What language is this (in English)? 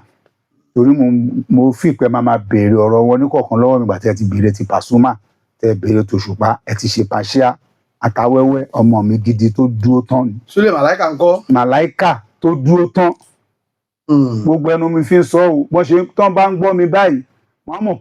Yoruba